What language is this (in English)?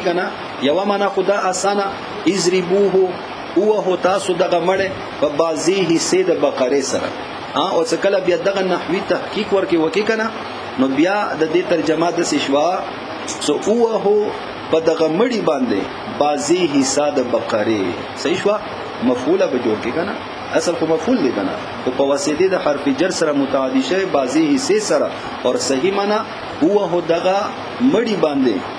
Pashto